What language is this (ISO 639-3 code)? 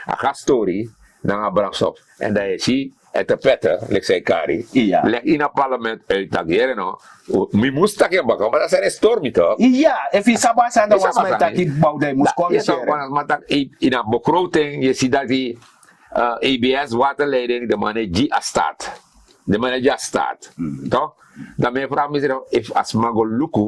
srn